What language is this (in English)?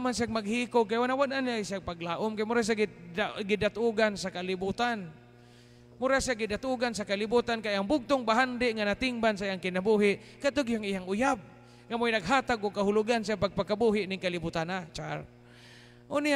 Cebuano